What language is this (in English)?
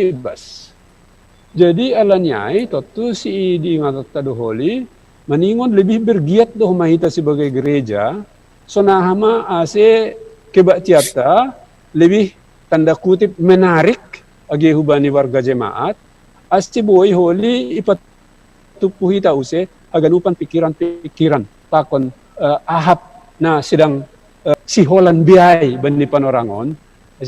Batak Simalungun